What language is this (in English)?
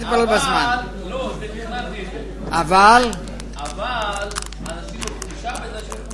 Hebrew